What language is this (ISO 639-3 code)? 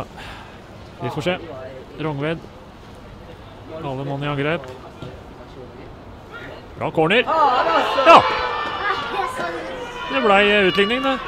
nor